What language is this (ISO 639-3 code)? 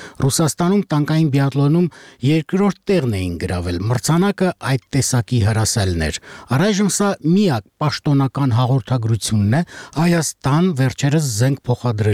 hye